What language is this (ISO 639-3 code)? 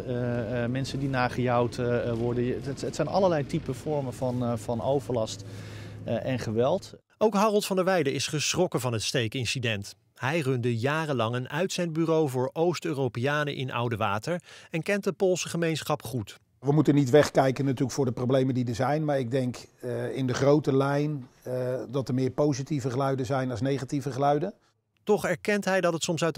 nld